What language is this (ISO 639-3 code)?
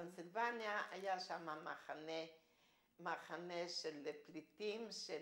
heb